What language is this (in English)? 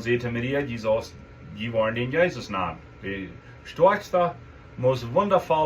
Plautdietsch